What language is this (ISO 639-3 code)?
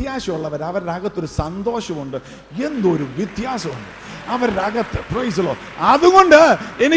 mal